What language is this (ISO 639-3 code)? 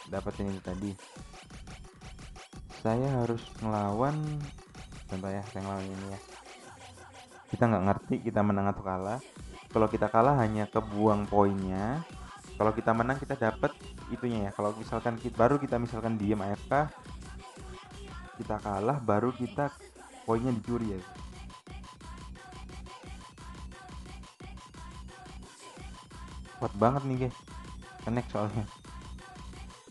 ind